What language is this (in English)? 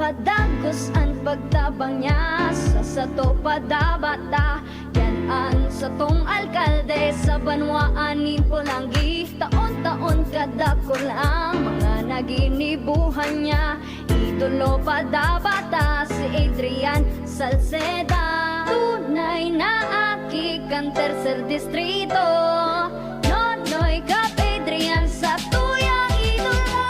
Bikol